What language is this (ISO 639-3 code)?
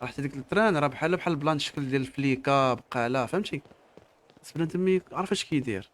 ary